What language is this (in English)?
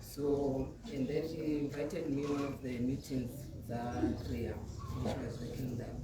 Tswana